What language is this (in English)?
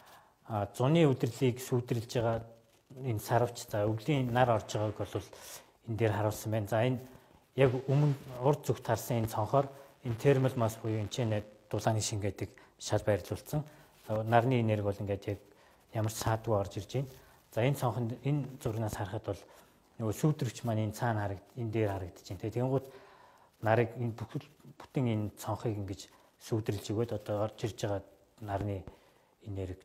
Mongolian